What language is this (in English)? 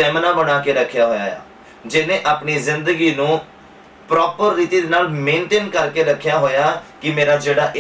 Punjabi